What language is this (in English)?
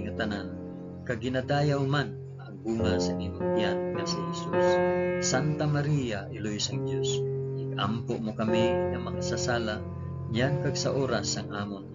Hiligaynon